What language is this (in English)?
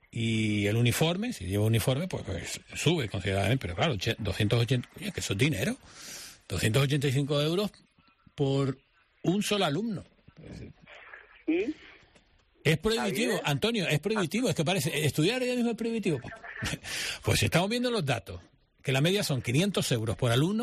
Spanish